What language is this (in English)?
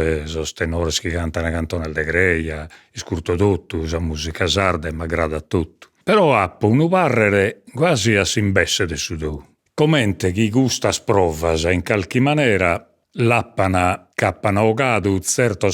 Sardinian